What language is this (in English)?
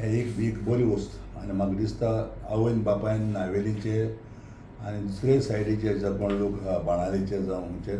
Konkani